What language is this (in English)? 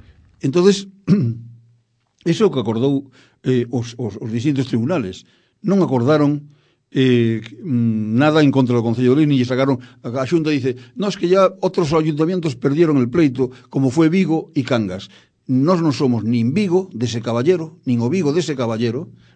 Galician